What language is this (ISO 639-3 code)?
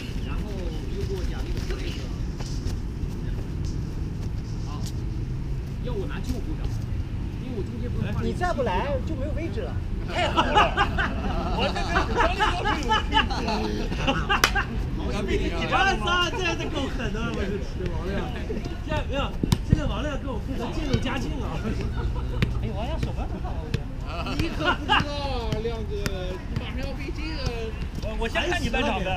zho